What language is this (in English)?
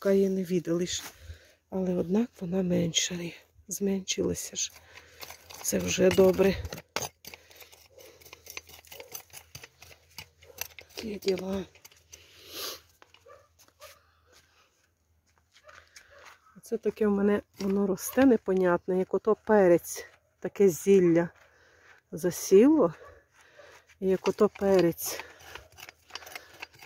Ukrainian